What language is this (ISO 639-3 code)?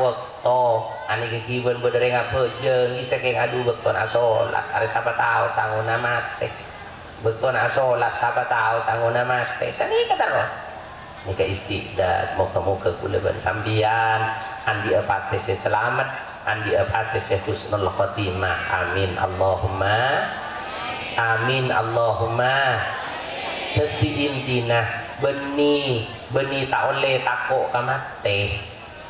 mad